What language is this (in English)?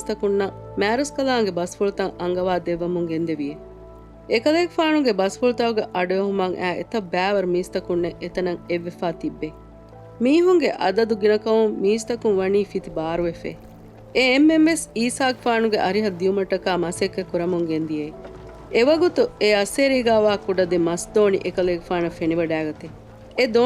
Divehi